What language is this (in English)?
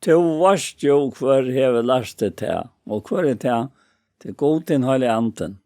Faroese